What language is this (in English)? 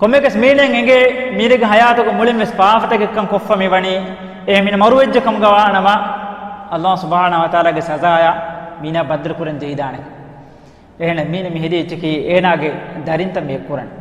Divehi